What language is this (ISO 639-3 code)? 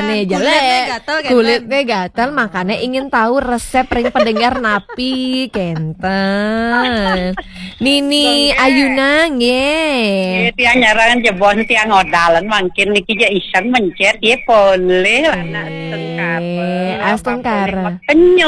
ban